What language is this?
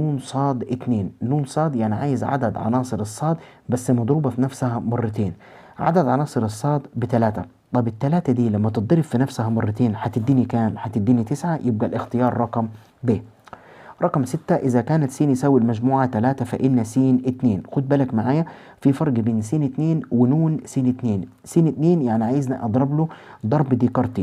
Egyptian Arabic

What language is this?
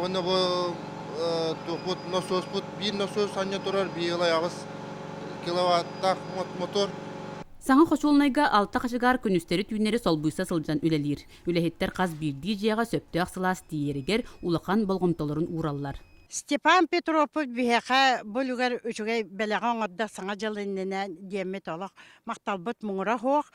Yakut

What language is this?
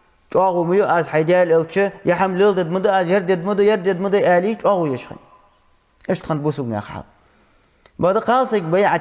Ingush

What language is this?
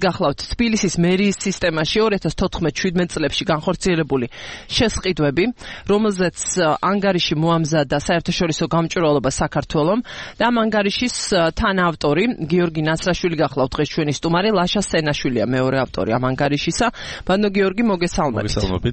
Georgian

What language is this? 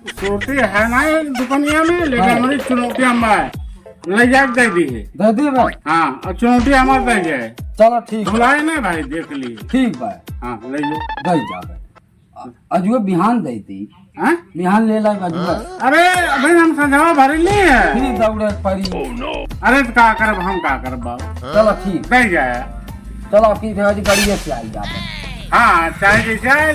Awadhi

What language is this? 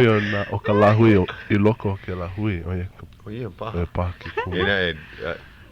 Hawaiian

